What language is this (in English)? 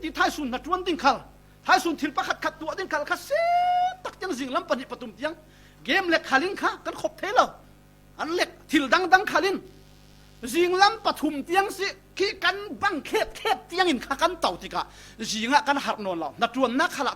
Falam Chin